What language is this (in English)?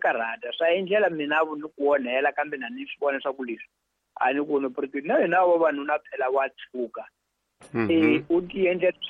Tsonga